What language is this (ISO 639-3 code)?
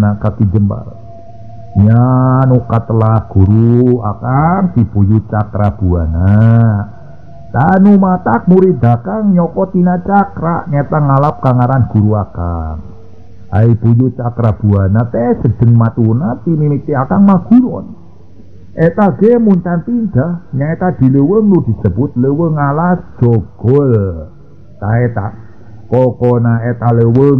sun